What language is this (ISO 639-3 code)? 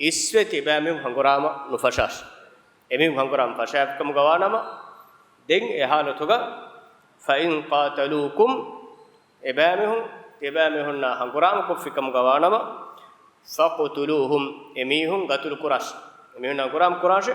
div